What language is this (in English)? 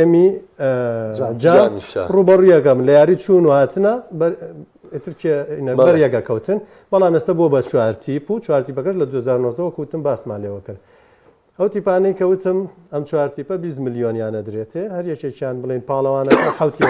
Central Kurdish